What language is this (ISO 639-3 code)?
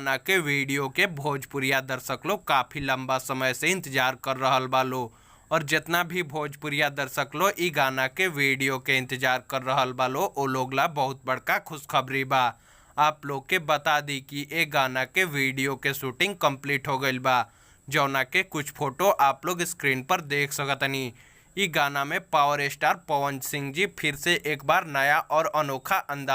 bho